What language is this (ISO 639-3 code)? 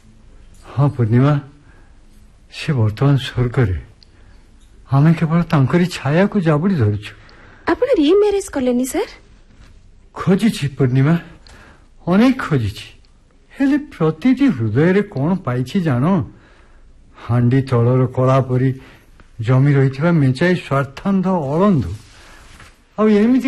ori